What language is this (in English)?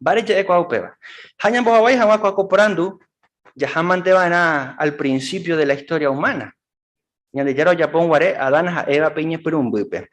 Guarani